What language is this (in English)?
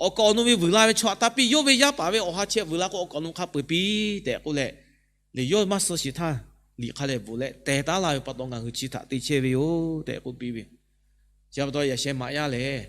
Lahu